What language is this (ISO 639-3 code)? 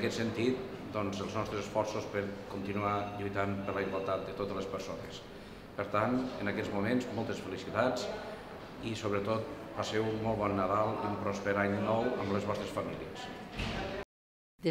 cat